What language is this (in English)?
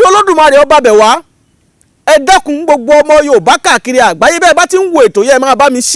Yoruba